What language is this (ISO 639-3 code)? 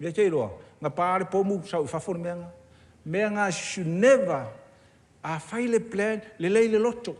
smo